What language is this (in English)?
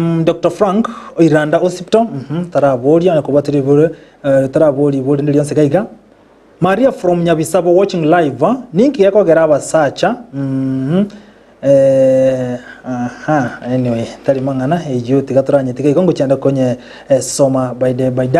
Gusii